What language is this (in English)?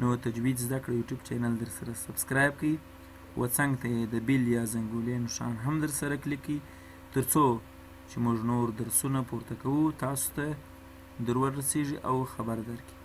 Pashto